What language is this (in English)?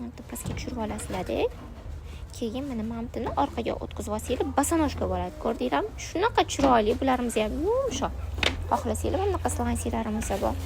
Uzbek